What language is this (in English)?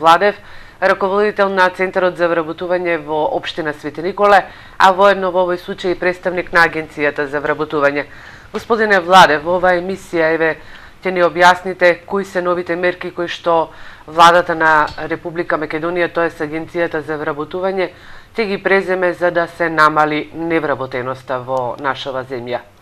Macedonian